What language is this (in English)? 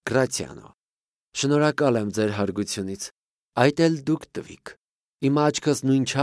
Armenian